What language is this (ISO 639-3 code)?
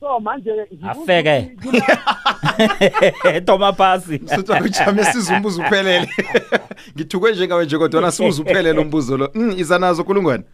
nbl